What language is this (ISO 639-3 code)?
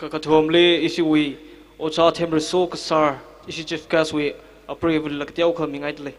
nmf